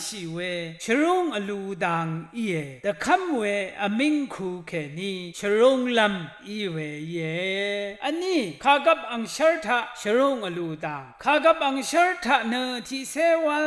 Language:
Rawang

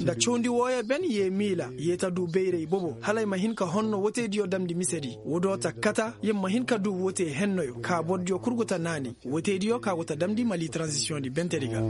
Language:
Koyraboro Senni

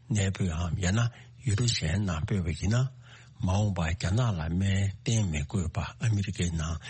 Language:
Tibetan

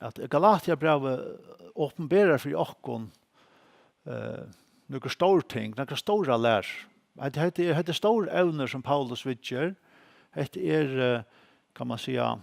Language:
Faroese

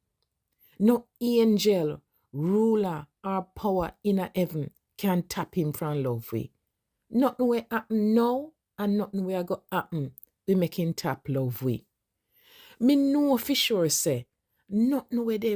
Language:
Jamaican Creole English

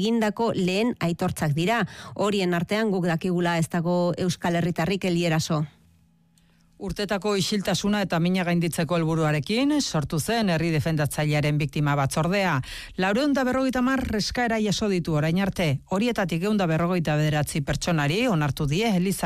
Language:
Basque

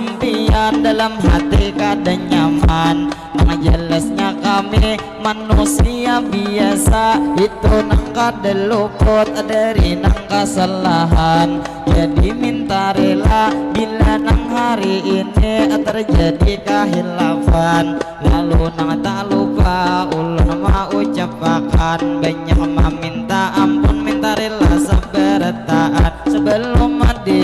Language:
Banjar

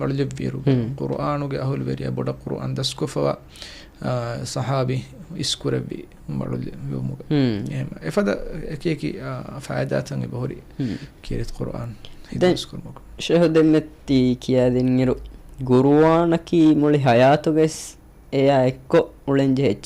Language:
Divehi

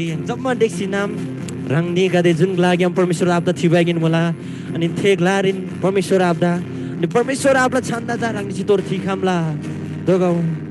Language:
Eastern Tamang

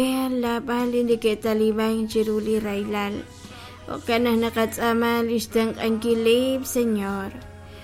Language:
Kekchí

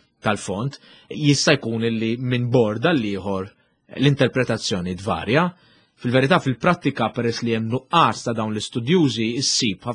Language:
Maltese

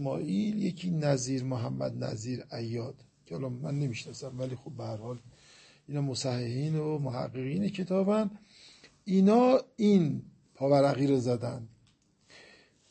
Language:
Persian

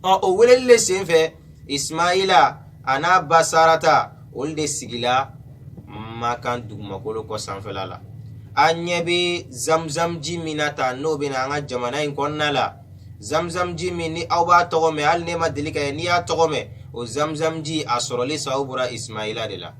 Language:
Bambara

